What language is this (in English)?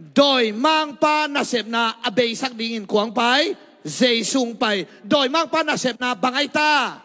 Tedim Chin